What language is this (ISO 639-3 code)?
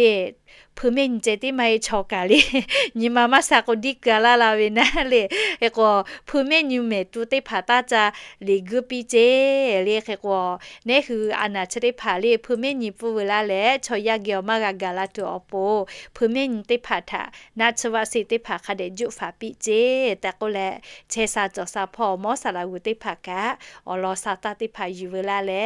lhu